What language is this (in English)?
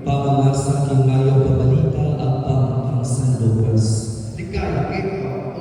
Pampanga